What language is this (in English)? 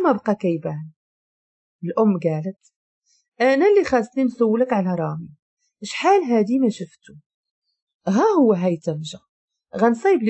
Moroccan Arabic